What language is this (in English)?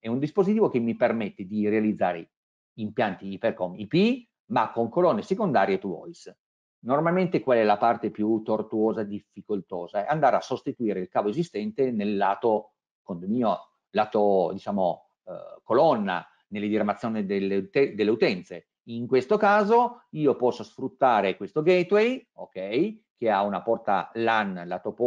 Italian